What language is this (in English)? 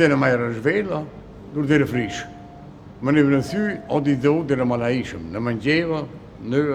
Romansh